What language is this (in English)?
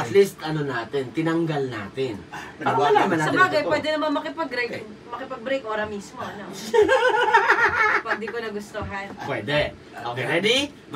Filipino